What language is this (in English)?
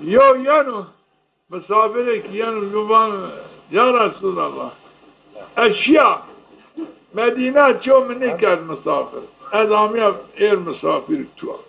Zaza